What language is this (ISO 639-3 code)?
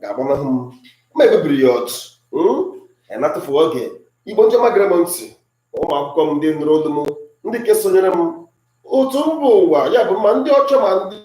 ibo